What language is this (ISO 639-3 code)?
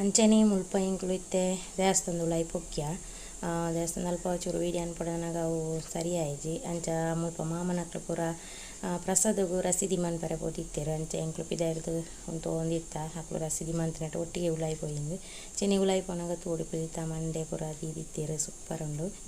tcy